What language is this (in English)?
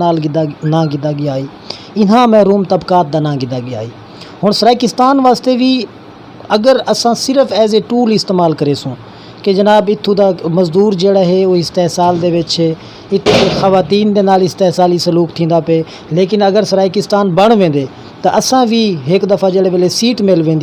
Saraiki